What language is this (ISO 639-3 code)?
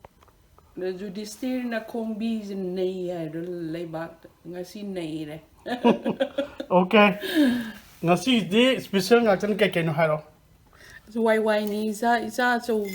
mni